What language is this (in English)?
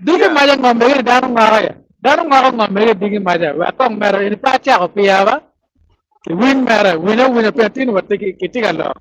Acoli